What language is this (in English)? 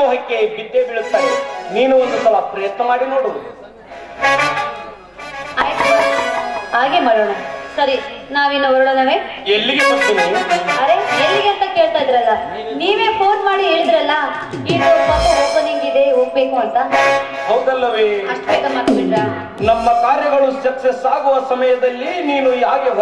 Kannada